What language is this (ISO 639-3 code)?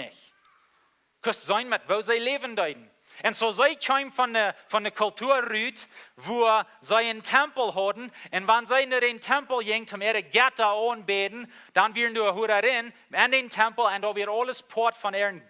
pdt